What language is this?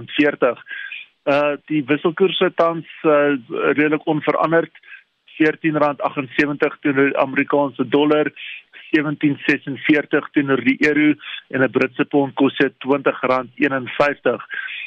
Afrikaans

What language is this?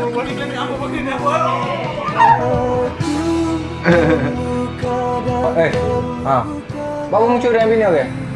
Malay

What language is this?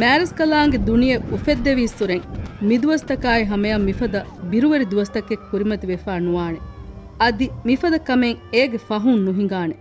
Divehi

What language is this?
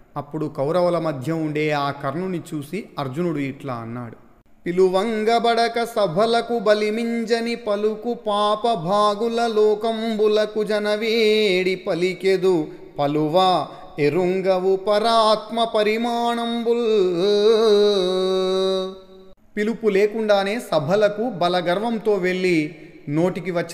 Telugu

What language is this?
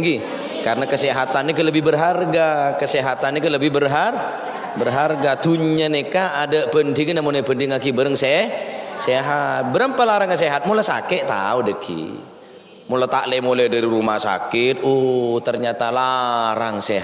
Madurese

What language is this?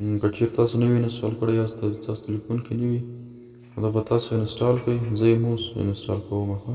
Pashto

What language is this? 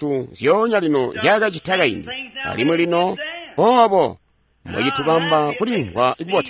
Tonga (Zambia)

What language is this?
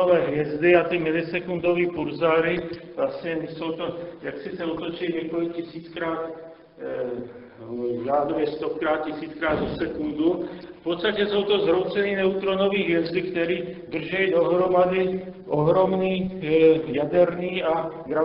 Czech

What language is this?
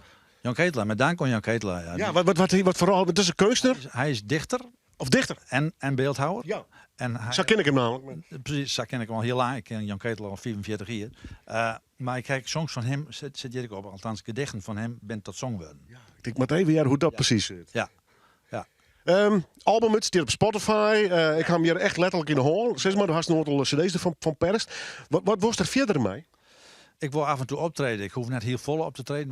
Western Frisian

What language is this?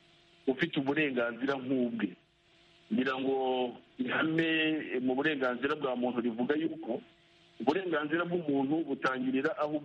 Kinyarwanda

